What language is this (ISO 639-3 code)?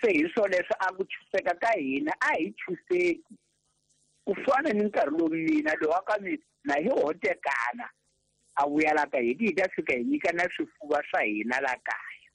tso